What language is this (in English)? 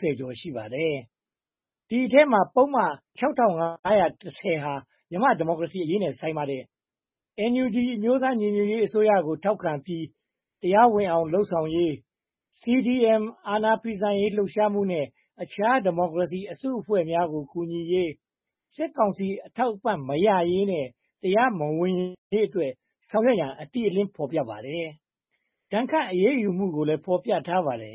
Burmese